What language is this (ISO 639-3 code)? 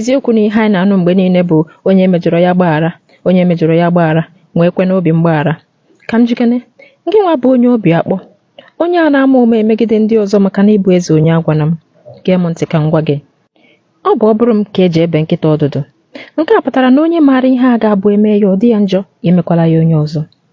ibo